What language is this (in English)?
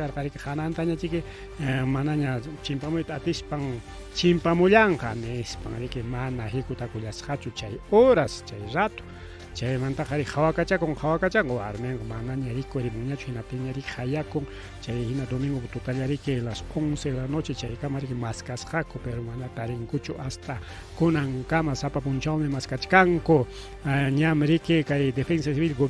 Ayacucho Quechua